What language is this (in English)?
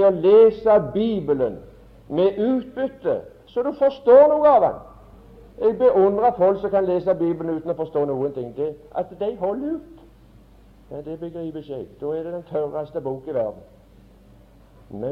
Norwegian